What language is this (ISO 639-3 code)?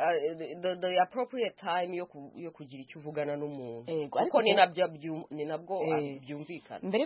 kin